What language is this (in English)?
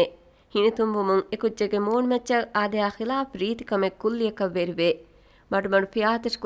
Divehi